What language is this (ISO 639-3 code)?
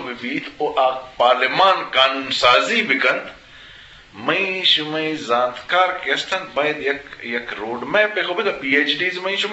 bgp